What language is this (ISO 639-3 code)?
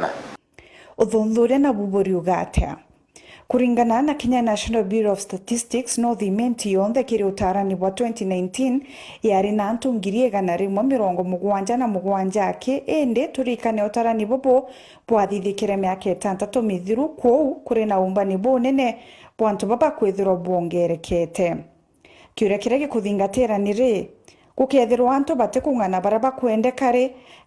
mer